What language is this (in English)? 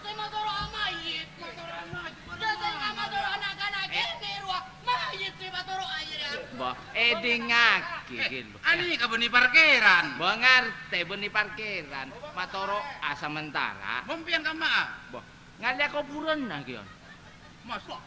Madurese